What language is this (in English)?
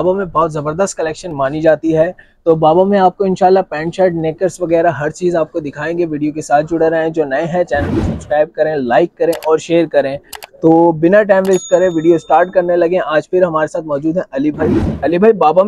Hindi